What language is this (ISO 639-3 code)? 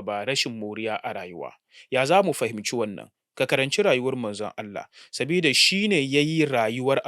hau